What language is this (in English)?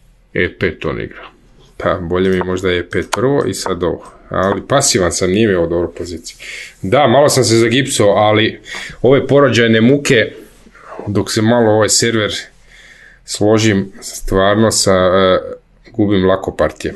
Croatian